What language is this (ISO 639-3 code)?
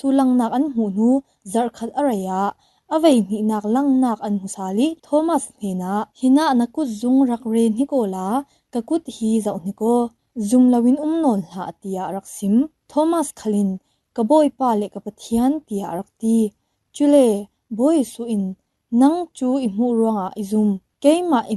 cfm